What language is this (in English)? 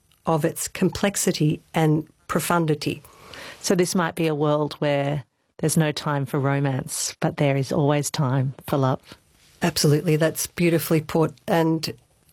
English